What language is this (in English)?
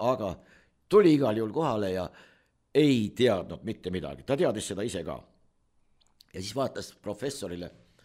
Estonian